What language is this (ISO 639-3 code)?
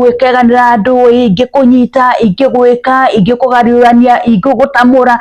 kik